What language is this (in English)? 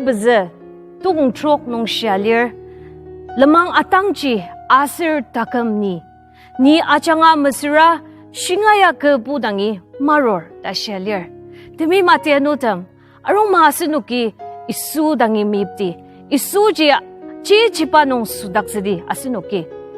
Ao Naga